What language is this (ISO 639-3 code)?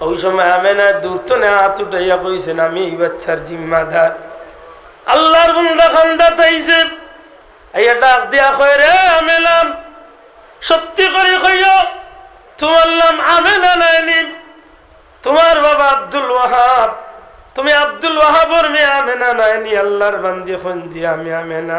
syl